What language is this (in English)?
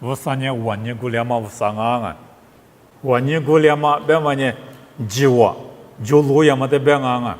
Lisu